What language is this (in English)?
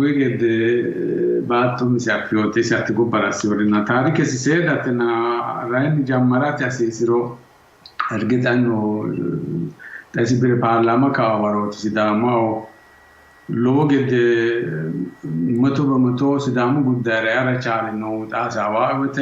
Sidamo